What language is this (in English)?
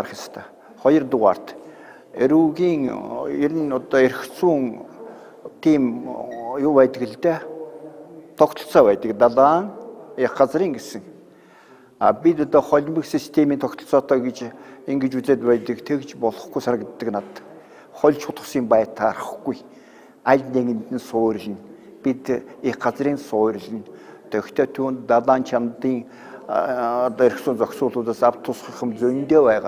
Mongolian